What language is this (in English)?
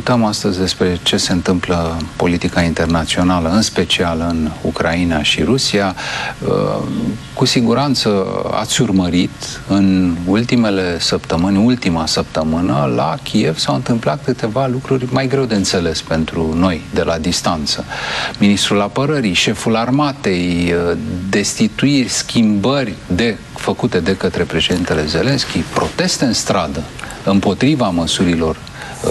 Romanian